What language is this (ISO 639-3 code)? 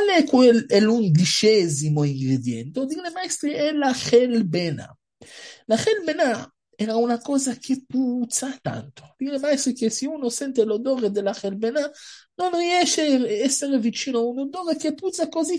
ita